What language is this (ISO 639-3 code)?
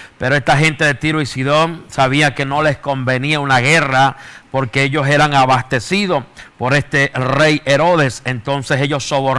spa